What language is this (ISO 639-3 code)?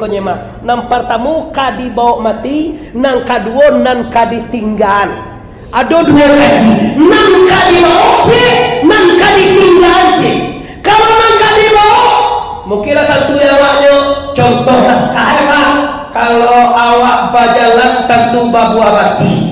min